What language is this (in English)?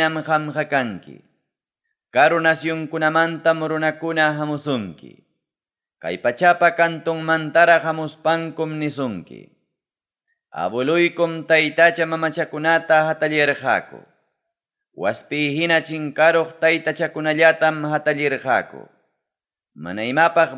Ayacucho Quechua